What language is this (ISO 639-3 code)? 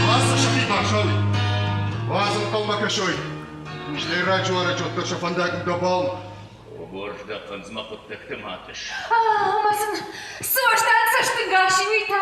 oss